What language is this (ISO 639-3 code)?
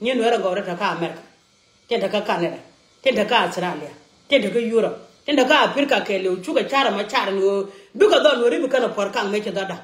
nus